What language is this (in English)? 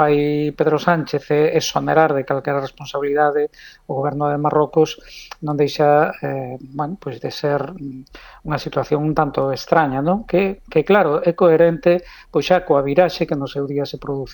Galician